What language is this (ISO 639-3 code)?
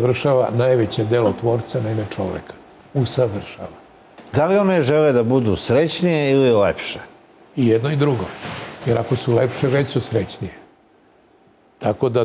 srp